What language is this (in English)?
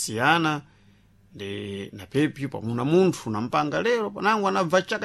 Sena